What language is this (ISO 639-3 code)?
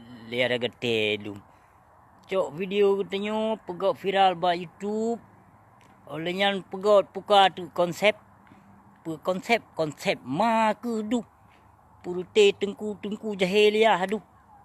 ace